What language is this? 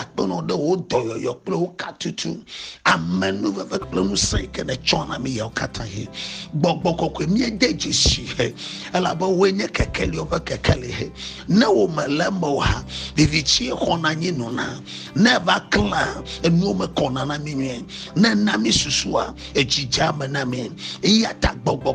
Ewe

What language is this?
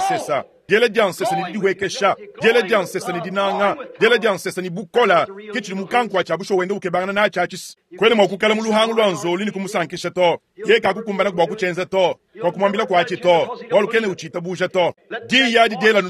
Luba-Lulua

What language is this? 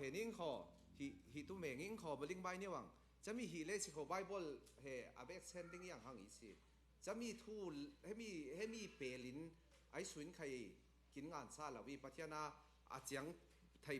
Falam Chin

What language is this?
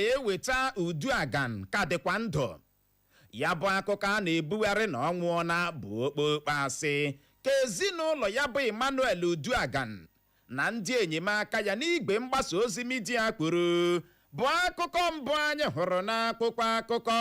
Igbo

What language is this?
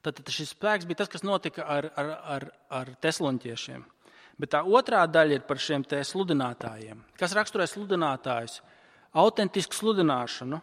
Latvian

